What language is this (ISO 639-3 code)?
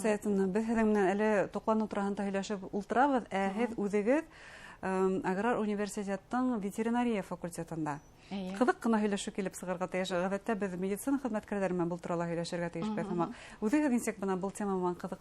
bak